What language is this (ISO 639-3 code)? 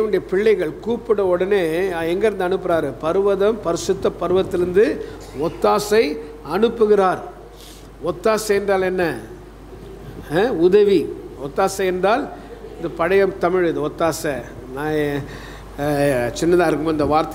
tam